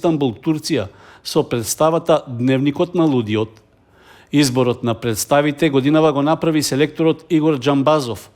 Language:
Macedonian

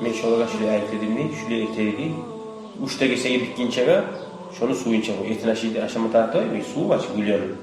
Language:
Kumyk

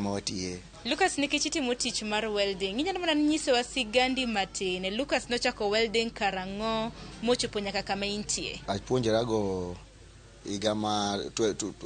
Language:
Luo (Kenya and Tanzania)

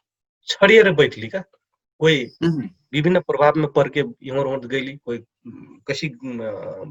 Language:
Dangaura Tharu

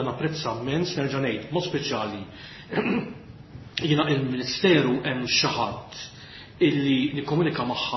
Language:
Maltese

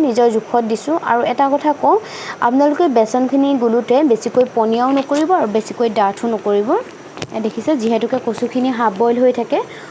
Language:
Assamese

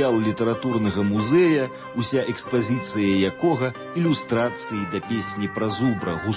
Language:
Belarusian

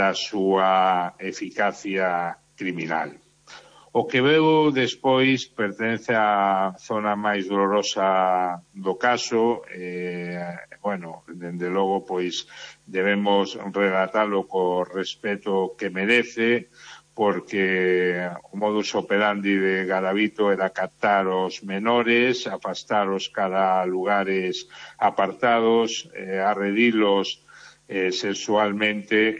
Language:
Galician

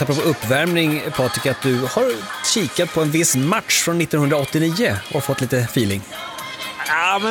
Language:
Swedish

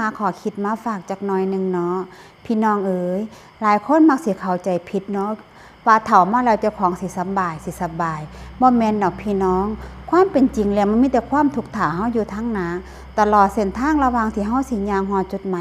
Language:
Northeastern Thai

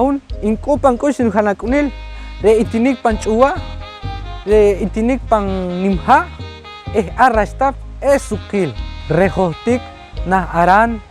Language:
Poqomchi'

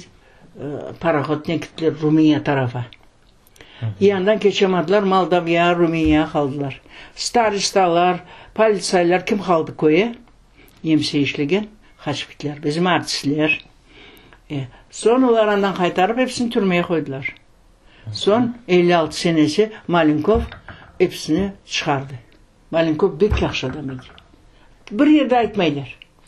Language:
Crimean Tatar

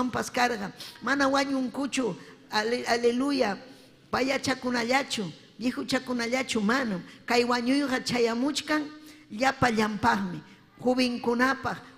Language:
Ayacucho Quechua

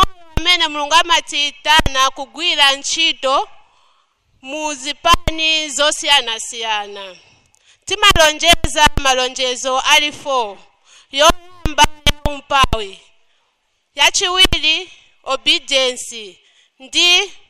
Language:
Nyanja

